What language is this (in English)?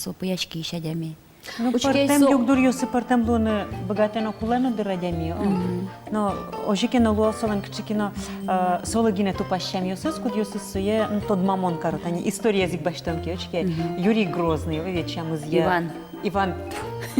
Udmurt